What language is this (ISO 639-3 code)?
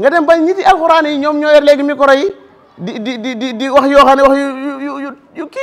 wol